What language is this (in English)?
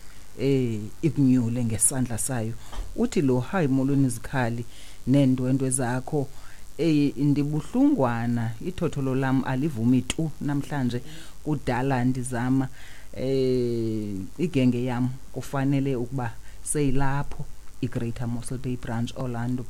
Xhosa